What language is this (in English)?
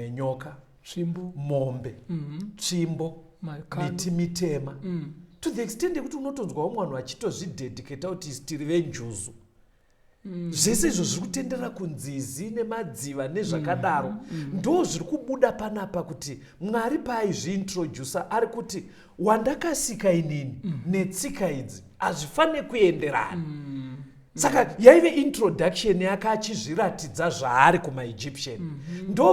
Shona